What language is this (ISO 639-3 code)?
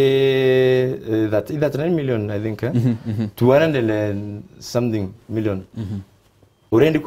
mer